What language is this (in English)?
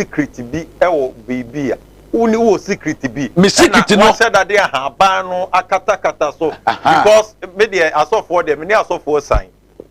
Akan